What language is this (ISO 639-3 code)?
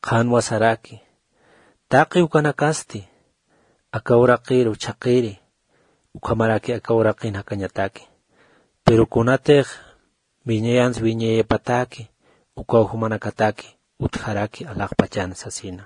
aym